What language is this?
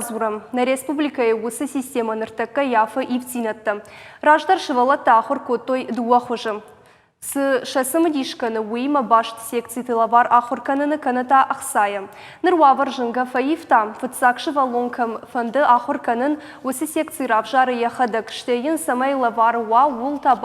Ossetic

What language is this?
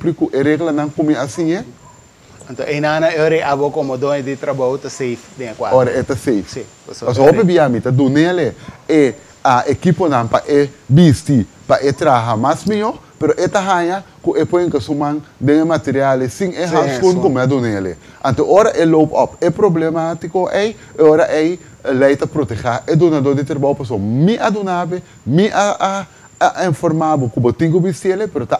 Papiamento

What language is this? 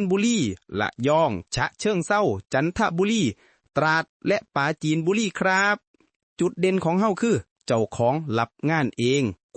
Lao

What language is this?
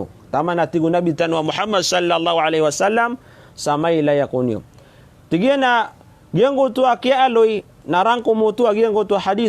Maranao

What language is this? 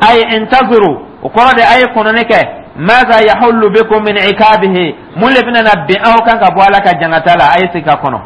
Dyula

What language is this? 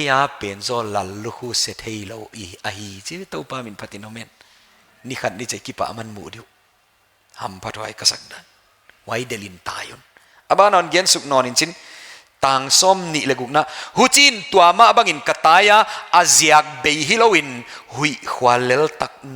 Paite Chin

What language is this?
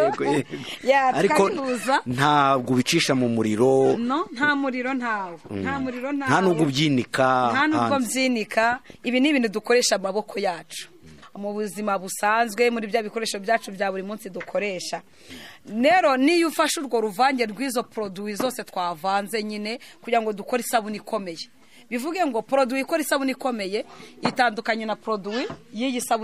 Kinyarwanda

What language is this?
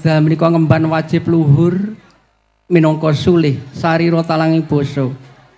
Javanese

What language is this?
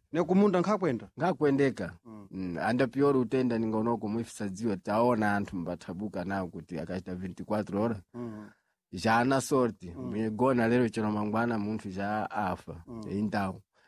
Sena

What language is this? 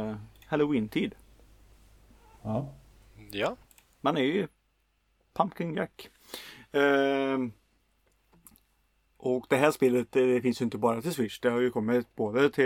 Swedish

